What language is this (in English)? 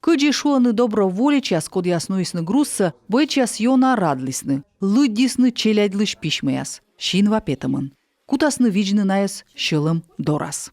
Komi